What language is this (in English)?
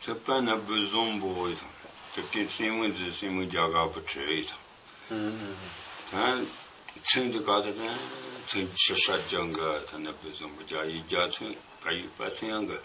Tibetan